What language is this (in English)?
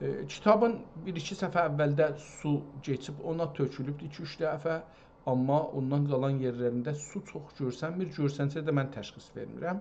South Azerbaijani